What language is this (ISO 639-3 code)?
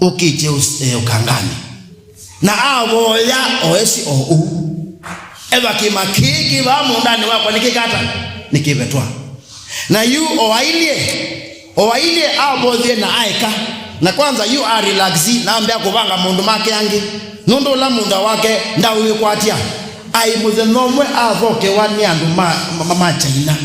kam